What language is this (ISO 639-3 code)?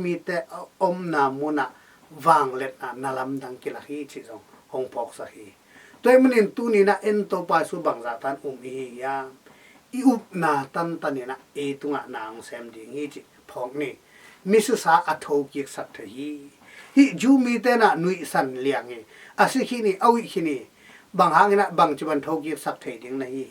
ctd